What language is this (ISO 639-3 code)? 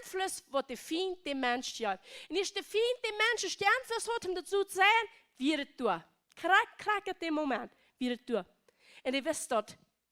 pdt